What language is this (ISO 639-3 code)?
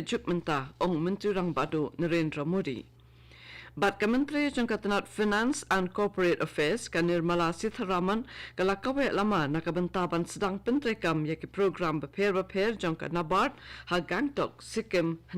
kha